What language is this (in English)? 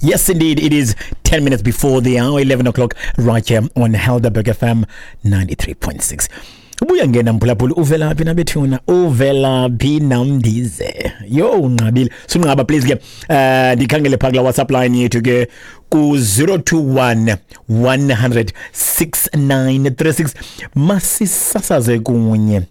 Xhosa